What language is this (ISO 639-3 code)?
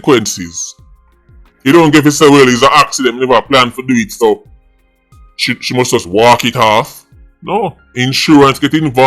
jam